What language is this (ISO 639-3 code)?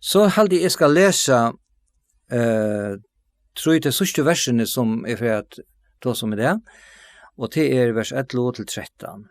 fao